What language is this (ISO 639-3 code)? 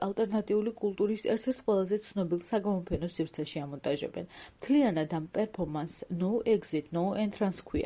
kat